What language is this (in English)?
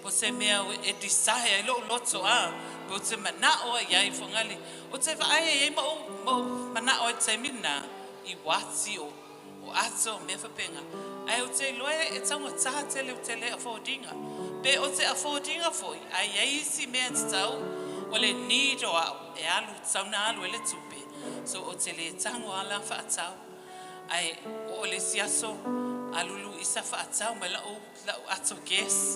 Samoan